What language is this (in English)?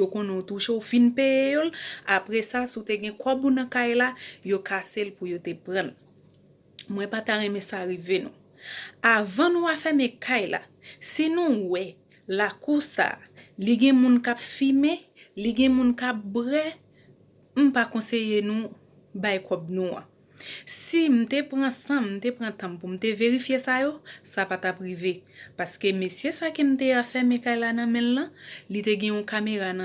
Haitian Creole